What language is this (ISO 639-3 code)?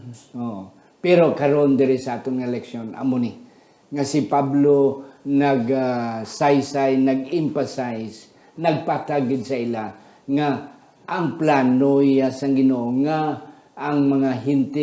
hil